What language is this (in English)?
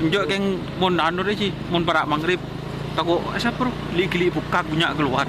Madurese